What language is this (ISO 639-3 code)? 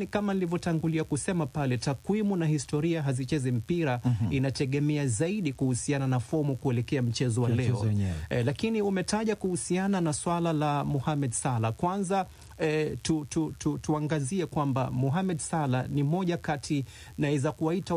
swa